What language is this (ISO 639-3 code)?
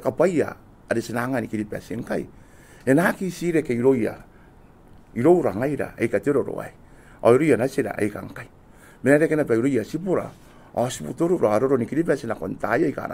gil